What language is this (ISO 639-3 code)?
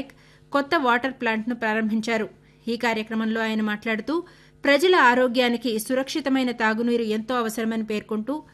tel